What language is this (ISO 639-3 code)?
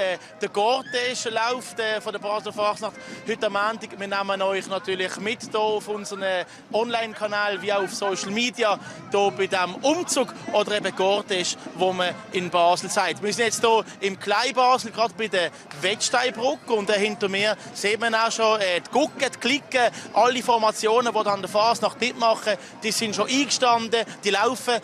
gsw